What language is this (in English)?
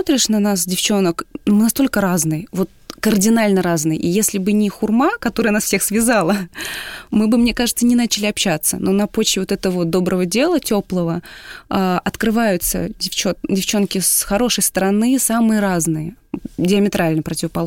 Russian